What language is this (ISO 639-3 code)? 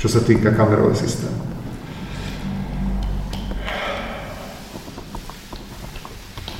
slk